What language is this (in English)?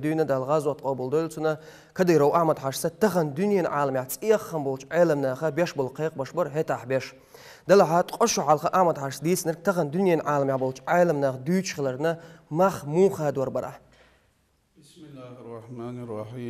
Chechen